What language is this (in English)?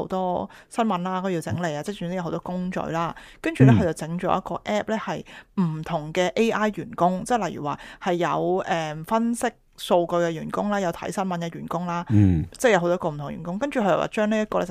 Cantonese